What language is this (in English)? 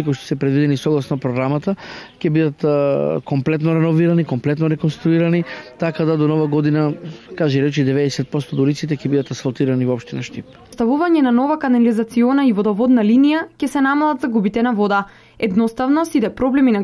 Macedonian